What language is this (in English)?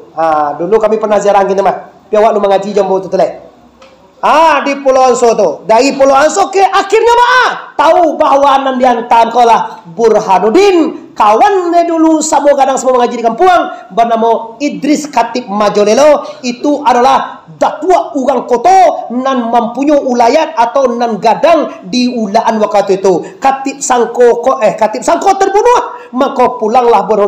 Minangkabau